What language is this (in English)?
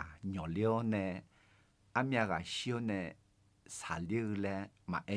Akha